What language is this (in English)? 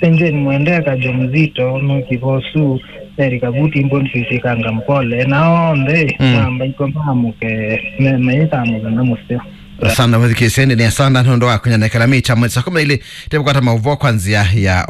Kamba